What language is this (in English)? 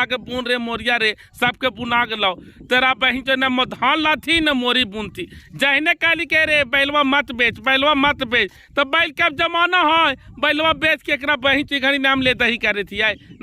Magahi